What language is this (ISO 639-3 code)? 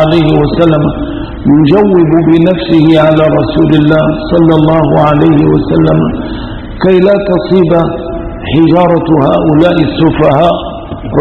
arz